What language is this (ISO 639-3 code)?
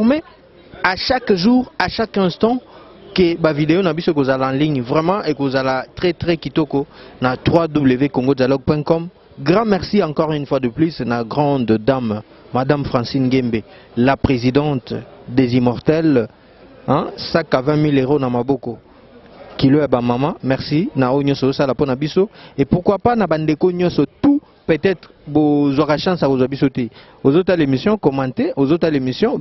lin